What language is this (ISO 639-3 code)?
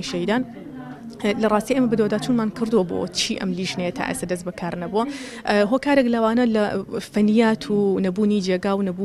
ckb